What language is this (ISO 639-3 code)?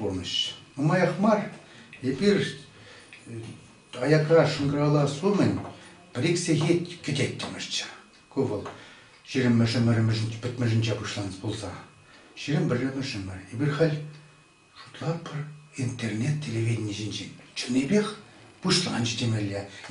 chv